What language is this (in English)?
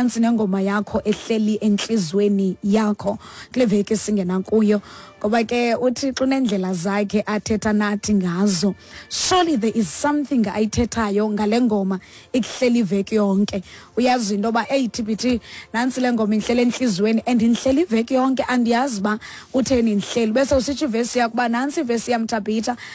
Xhosa